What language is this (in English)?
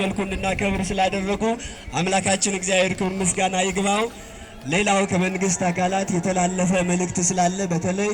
Amharic